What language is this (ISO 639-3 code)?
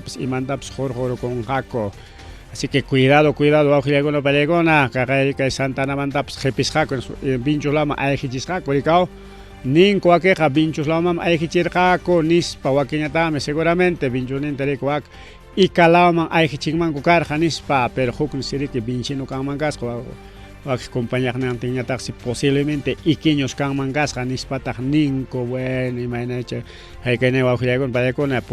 quy